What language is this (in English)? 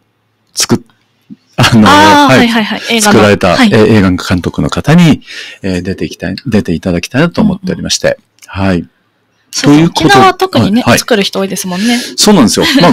Japanese